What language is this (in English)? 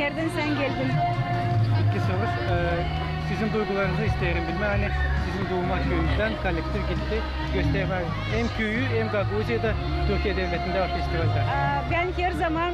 Gagauz